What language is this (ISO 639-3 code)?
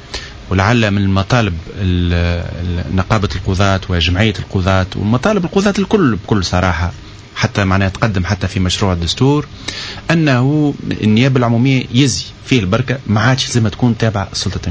aeb